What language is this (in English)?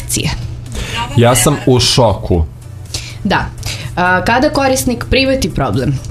Serbian